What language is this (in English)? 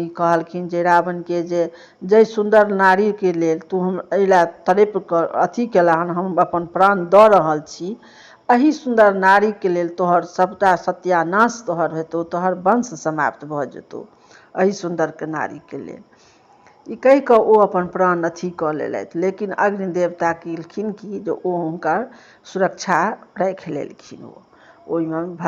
Maithili